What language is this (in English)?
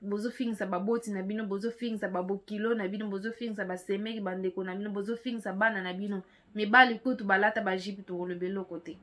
Lingala